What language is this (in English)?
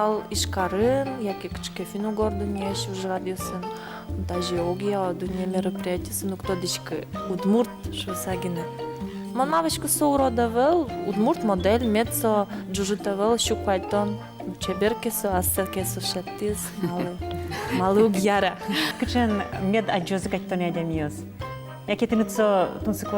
Udmurt